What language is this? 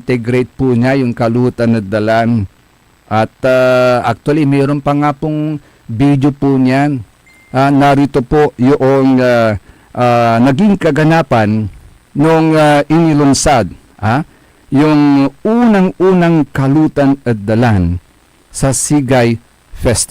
Pangasinan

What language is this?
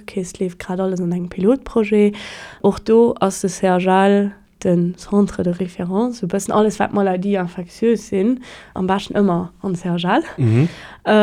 Luxembourgish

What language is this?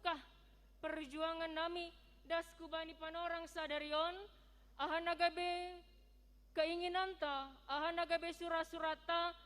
Batak Simalungun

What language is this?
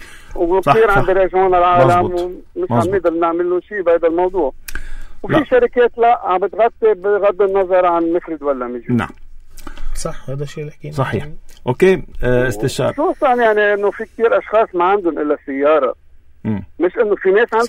North Levantine Arabic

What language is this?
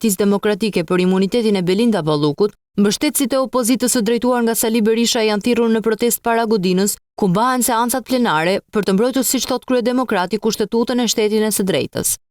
Albanian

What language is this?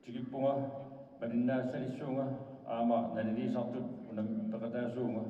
Kalaallisut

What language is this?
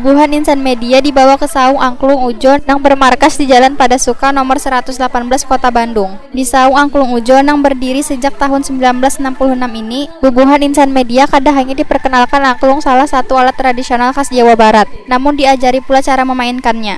Banjar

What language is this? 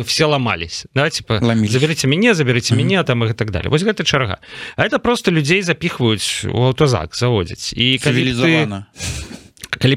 Belarusian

